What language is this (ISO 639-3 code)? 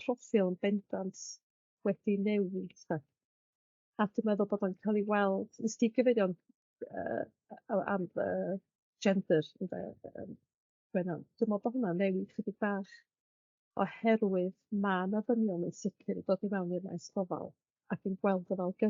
cym